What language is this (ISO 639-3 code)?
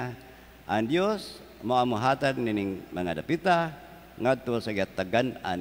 ceb